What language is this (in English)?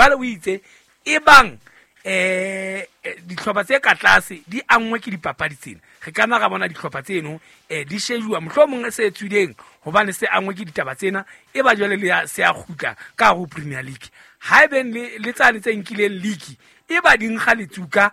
Southern Sotho